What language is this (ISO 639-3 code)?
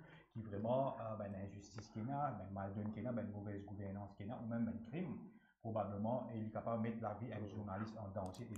mfe